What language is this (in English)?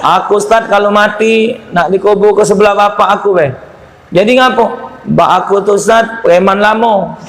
Musi